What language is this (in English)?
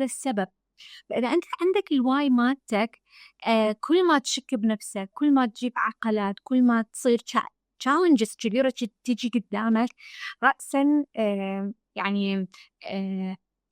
Mesopotamian Arabic